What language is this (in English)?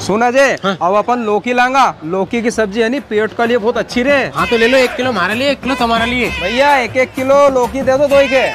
Rajasthani